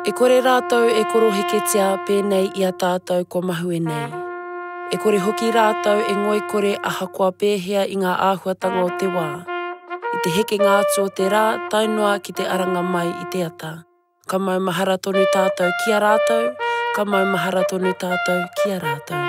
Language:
Māori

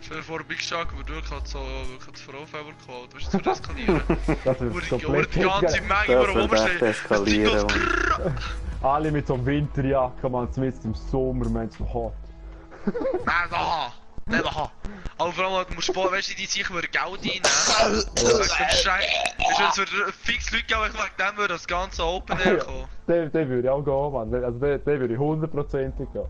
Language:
Swiss German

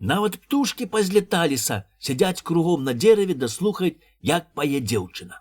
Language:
Belarusian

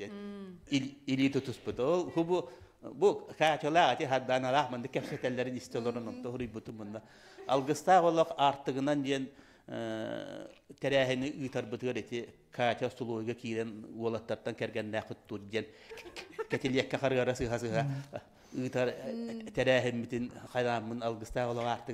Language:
Yakut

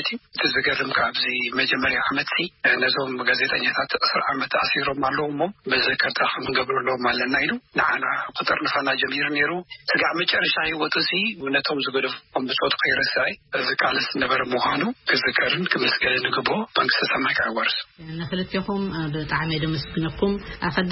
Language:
Tigrinya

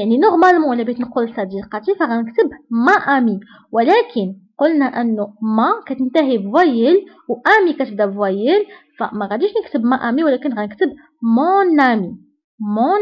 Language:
Moroccan Arabic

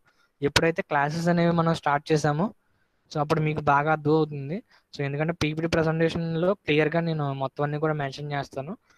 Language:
Telugu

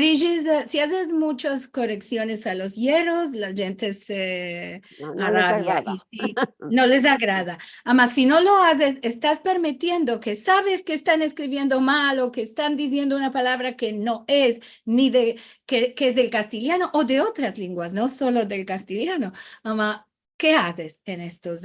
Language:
Ladino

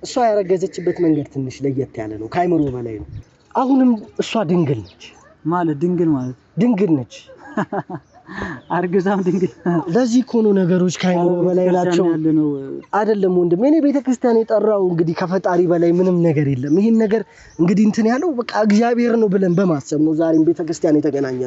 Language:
Amharic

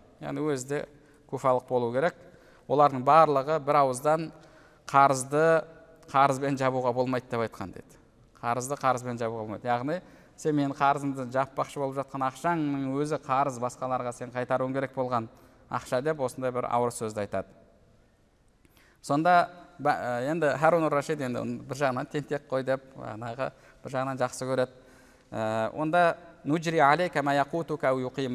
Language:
Kazakh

